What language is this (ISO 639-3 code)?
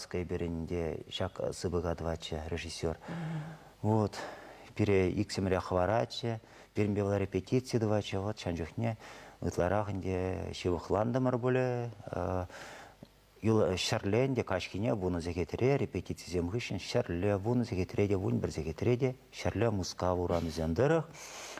chv